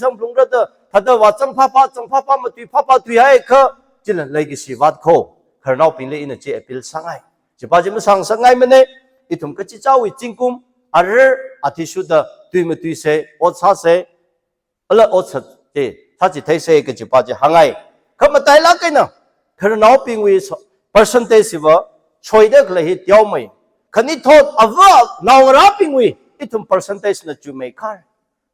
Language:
Tangkhul Naga (India)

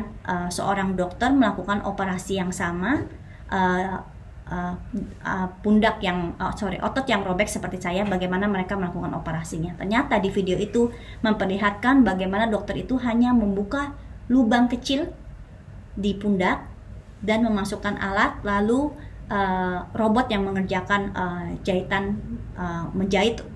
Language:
Indonesian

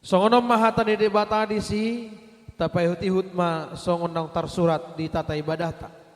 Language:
Batak Toba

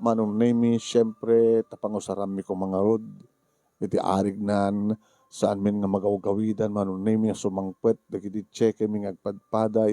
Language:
Iloko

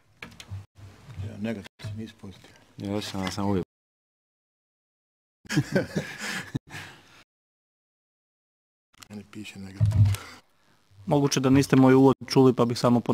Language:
Croatian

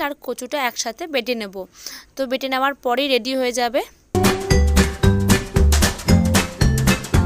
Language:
Bangla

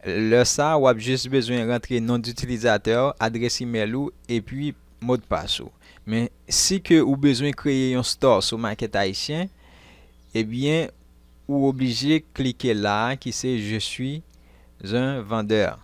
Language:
Haitian Creole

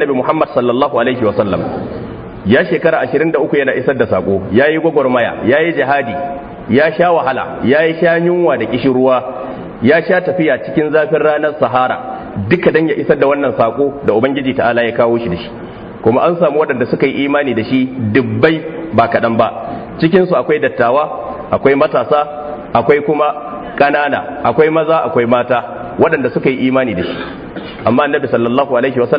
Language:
Hausa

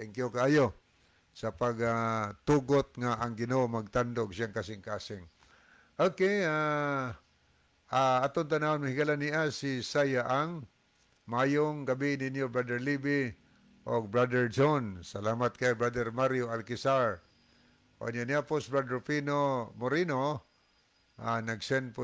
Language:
Cebuano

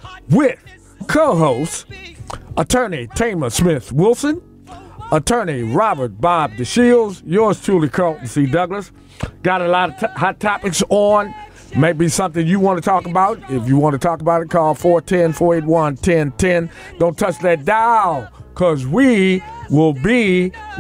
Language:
English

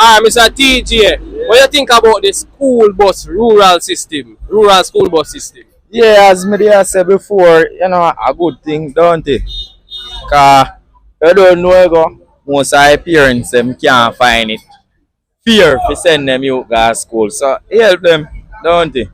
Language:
Jamaican Creole English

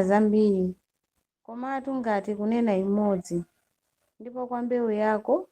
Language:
Nyanja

